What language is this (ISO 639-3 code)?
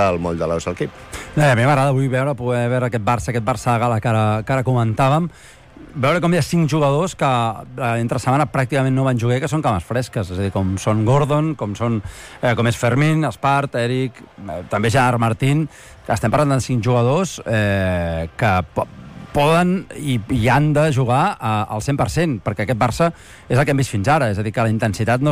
cat